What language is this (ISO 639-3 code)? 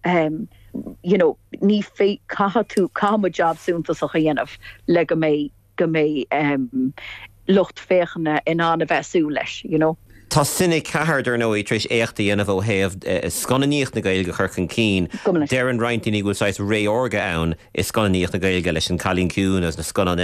gle